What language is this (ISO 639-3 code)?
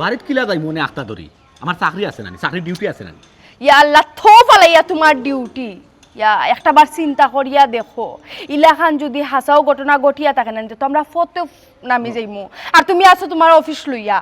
syl